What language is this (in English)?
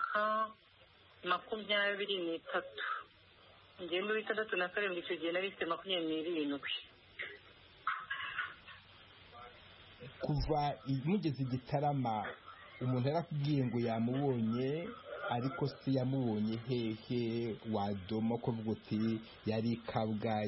Kinyarwanda